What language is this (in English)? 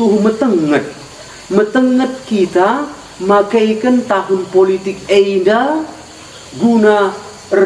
Batak Karo